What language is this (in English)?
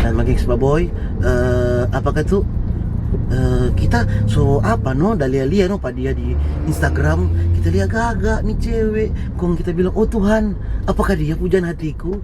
Manado Malay